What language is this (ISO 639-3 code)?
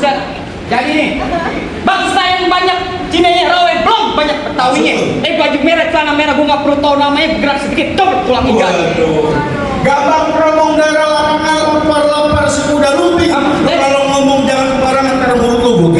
bew